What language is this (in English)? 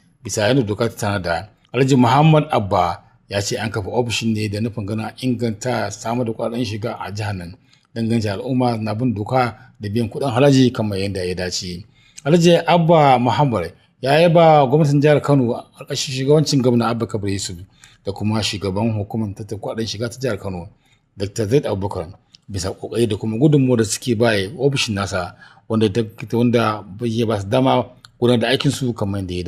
Hausa